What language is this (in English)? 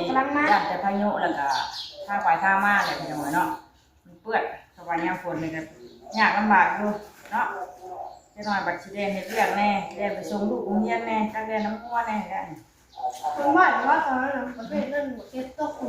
Northeastern Thai